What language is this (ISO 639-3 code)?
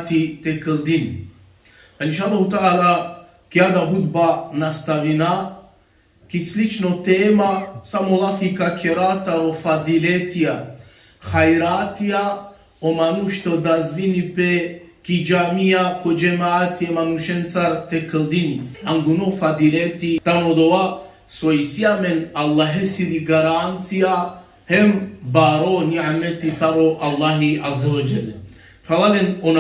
rmn